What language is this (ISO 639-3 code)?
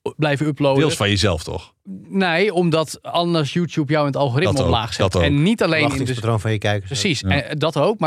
nld